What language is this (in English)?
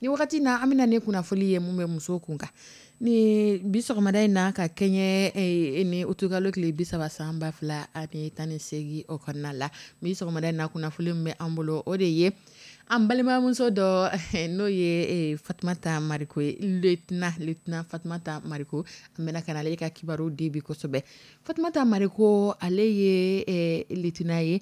Dyula